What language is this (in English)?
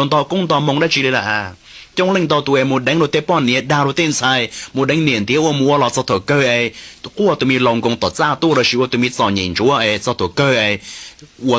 Hmong